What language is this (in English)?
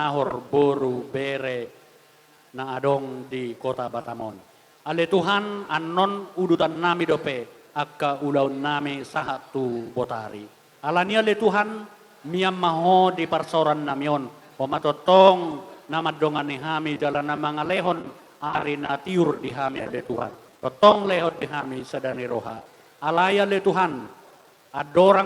Batak Toba